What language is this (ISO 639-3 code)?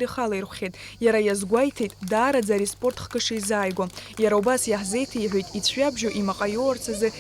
abk